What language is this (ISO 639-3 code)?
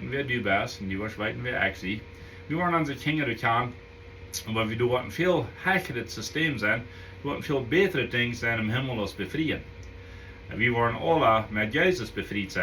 pdt